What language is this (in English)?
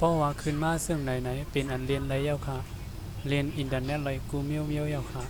Shan